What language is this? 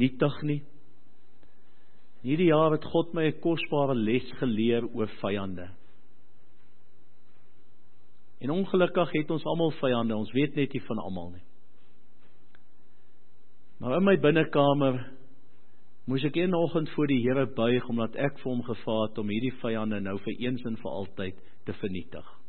Afrikaans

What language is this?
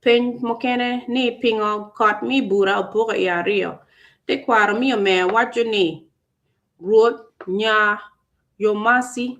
Acoli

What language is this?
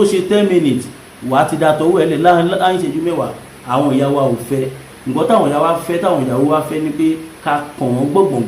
Yoruba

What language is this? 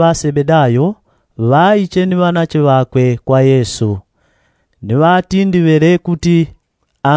Yao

